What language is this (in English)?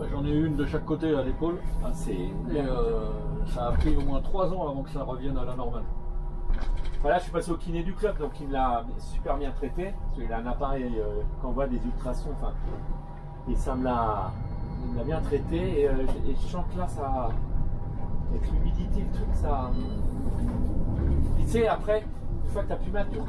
French